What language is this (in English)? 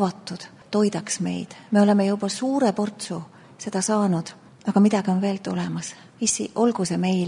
Estonian